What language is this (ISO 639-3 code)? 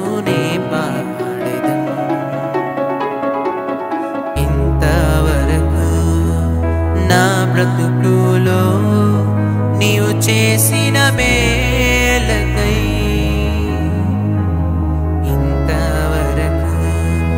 tel